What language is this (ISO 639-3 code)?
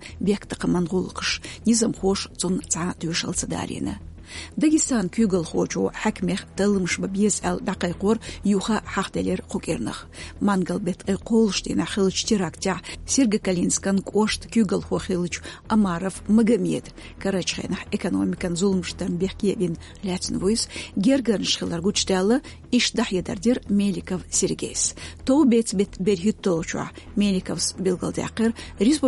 che